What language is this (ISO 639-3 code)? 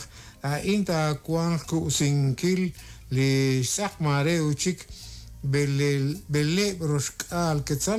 kek